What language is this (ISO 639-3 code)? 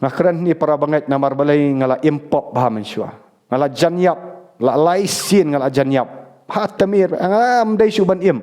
kha